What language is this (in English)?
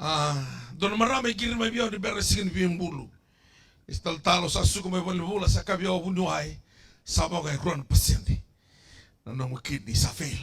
Fijian